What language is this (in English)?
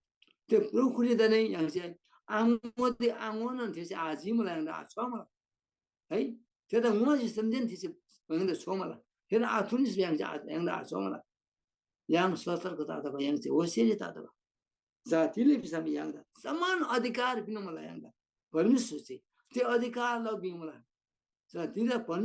Eastern Tamang